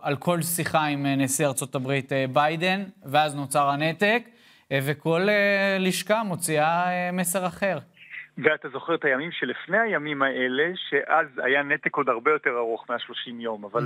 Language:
Hebrew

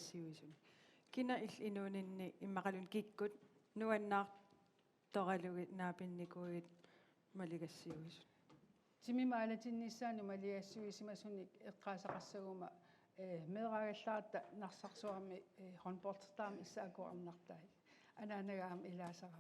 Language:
Kalaallisut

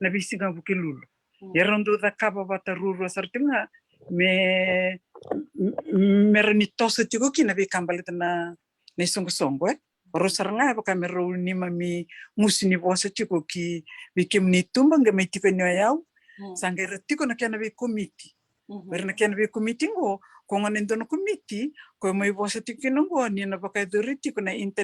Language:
Fijian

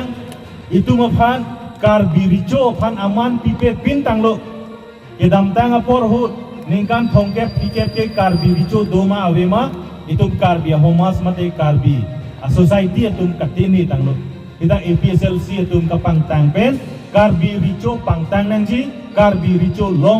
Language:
Karbi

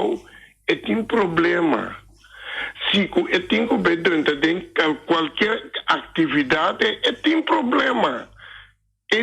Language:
Papiamento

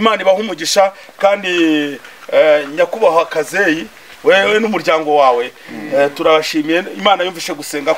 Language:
Kinyarwanda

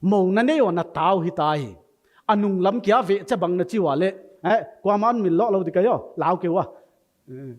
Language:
Paite Chin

